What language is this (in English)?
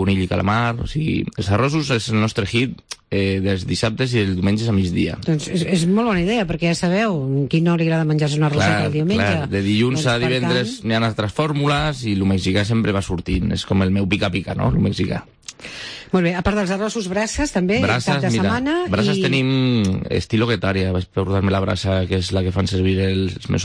Catalan